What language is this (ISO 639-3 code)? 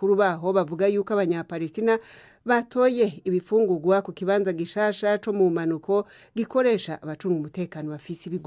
run